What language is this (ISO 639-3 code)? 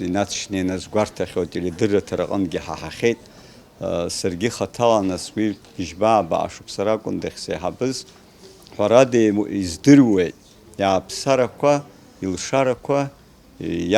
abk